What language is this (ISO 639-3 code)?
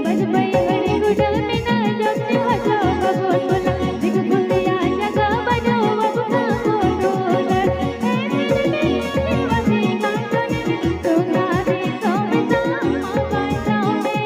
sat